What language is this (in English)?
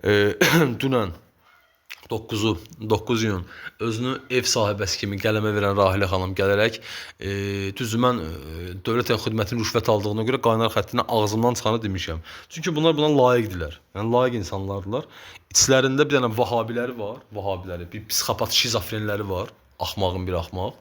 Azerbaijani